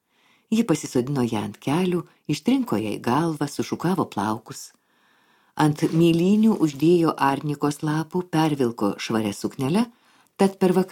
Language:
Lithuanian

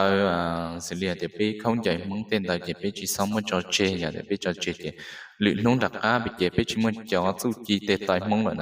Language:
Hmong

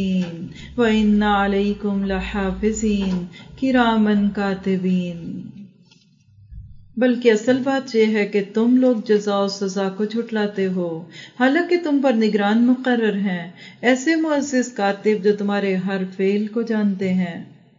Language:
Urdu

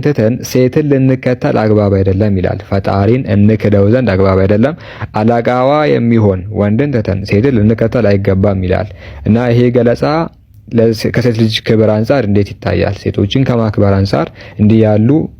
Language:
Amharic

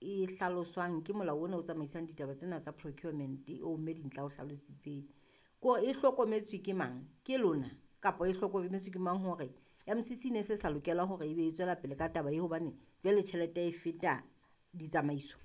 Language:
Southern Sotho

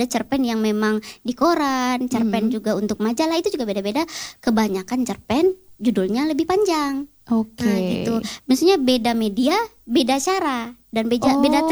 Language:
Indonesian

